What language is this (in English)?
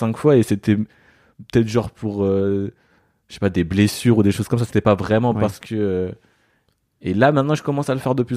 French